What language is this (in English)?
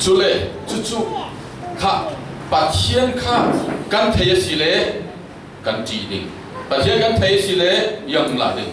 Falam Chin